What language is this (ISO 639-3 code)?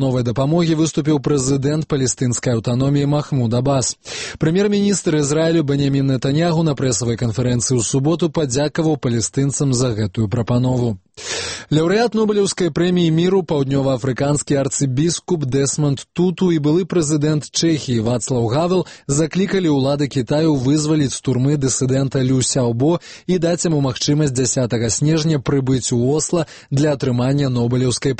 bel